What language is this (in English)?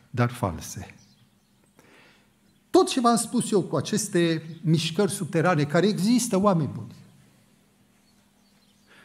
Romanian